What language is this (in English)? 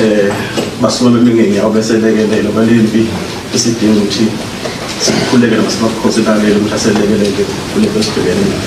Zulu